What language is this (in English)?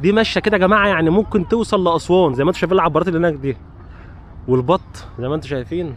Egyptian Arabic